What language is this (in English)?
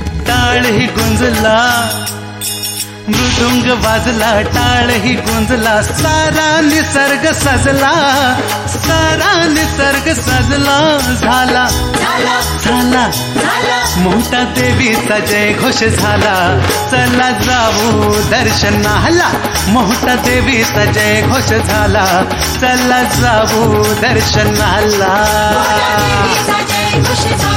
Marathi